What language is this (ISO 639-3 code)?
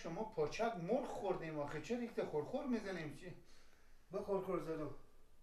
fas